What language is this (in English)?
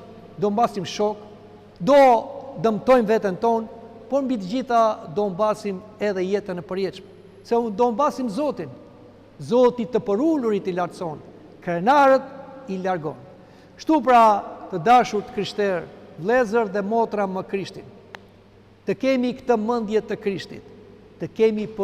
Albanian